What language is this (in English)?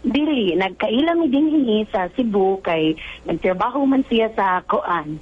Cebuano